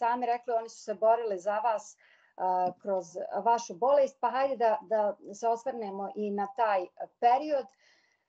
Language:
Bosnian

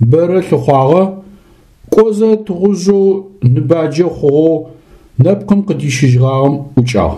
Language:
Adyghe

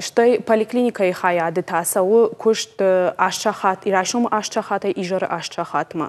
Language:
Ossetic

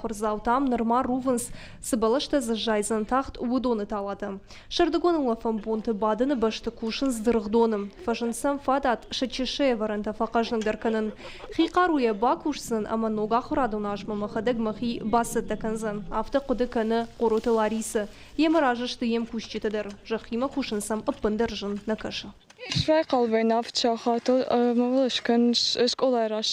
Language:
Ossetic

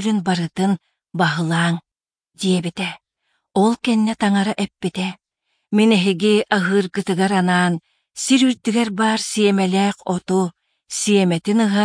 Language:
Yakut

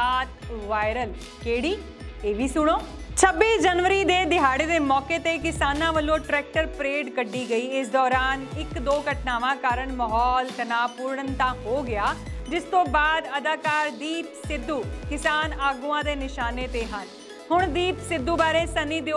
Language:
Punjabi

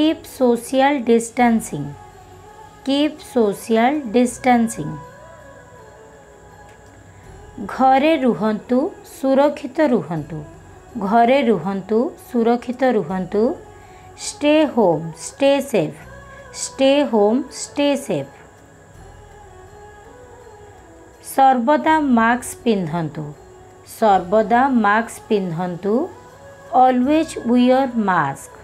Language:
Odia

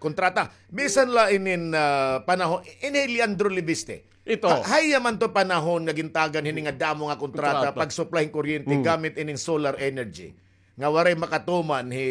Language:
Waray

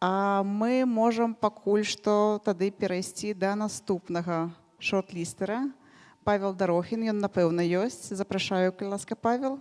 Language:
Belarusian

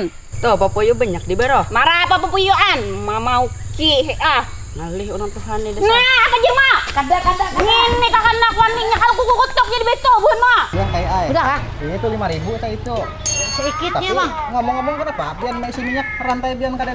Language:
Banjar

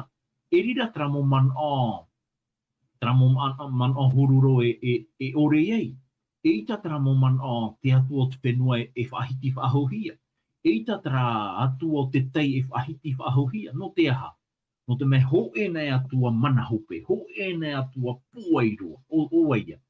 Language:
Tahitian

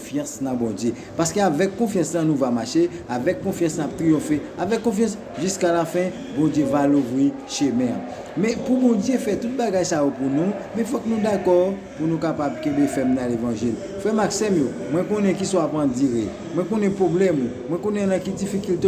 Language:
Haitian Creole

